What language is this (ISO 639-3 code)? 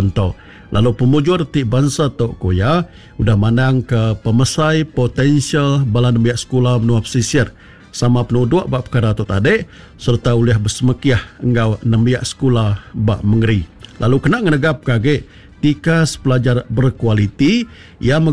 iba